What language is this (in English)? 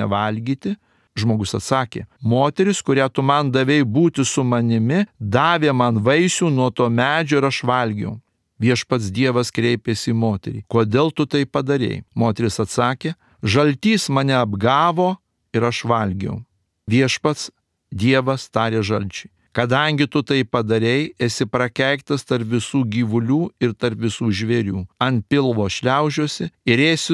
Lithuanian